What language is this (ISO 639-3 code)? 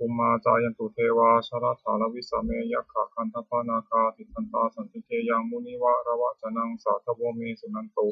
pli